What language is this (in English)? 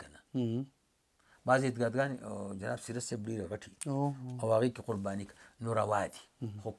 Pashto